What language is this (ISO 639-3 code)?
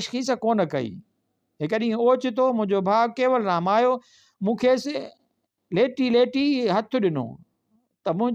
snd